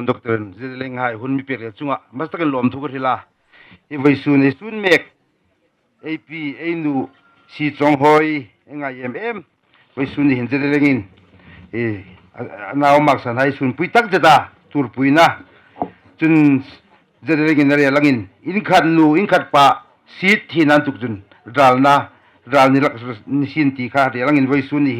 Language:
Hmar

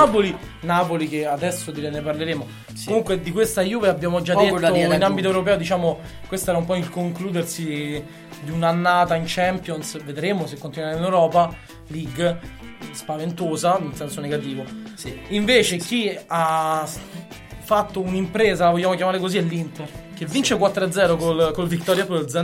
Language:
Italian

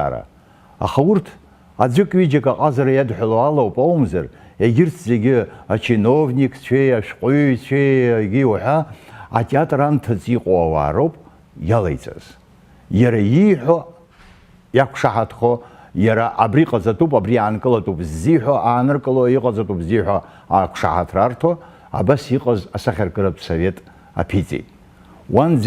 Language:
Abkhazian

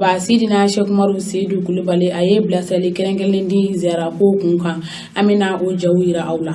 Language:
Bambara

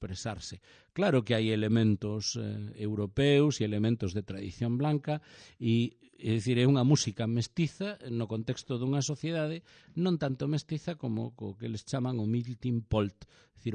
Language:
Galician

